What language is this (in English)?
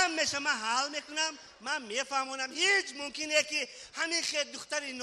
Tajik